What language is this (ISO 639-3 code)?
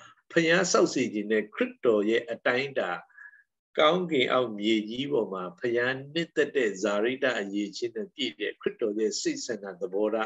mya